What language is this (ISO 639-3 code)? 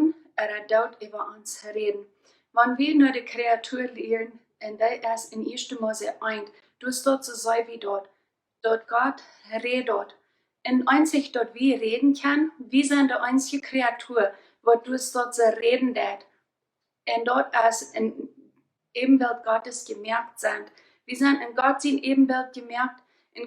pdt